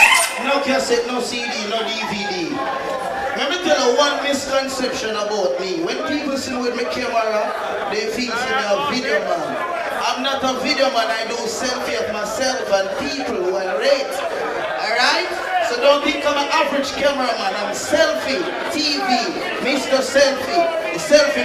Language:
Jamaican Creole English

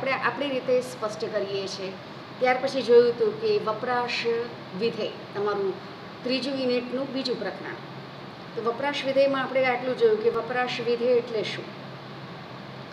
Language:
Gujarati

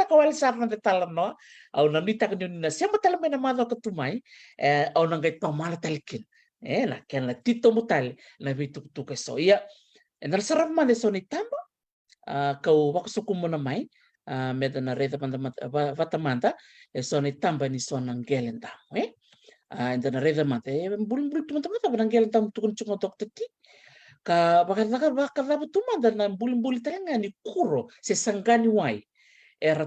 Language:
Fijian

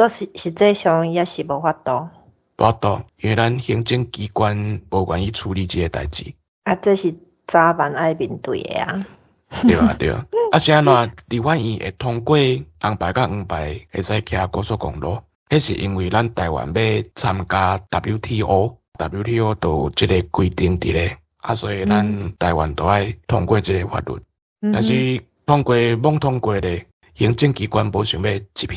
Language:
Min Nan Chinese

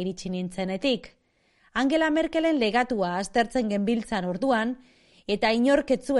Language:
Basque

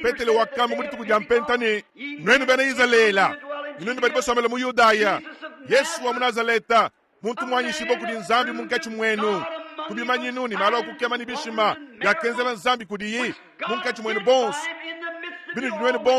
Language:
Luba-Lulua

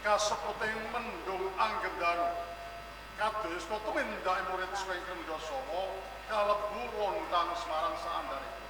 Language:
Javanese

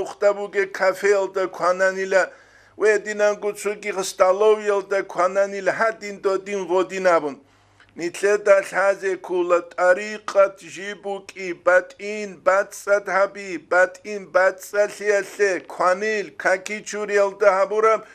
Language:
Avaric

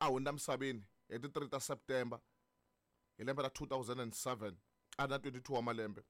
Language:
Tsonga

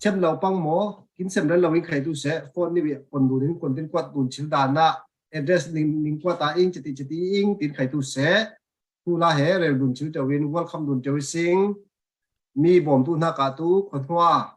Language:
Falam Chin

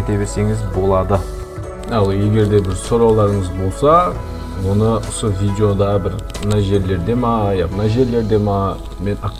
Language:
Kara-Kalpak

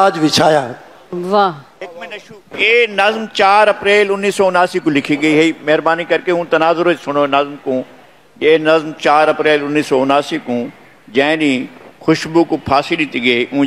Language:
Saraiki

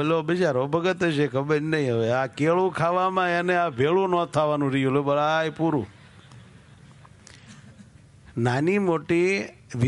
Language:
Gujarati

